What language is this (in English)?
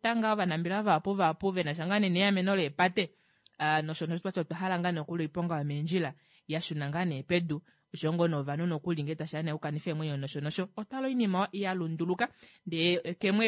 Kuanyama